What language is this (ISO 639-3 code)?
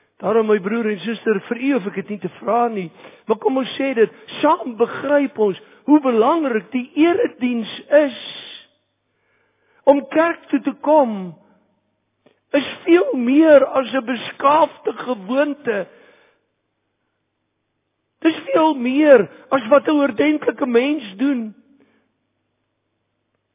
afr